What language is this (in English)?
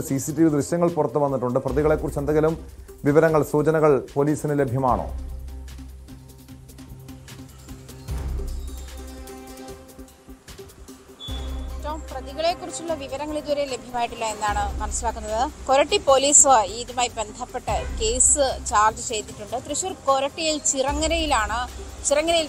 Malayalam